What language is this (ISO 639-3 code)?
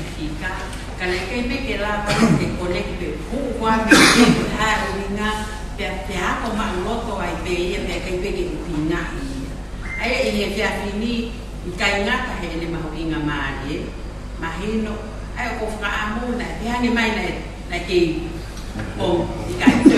ton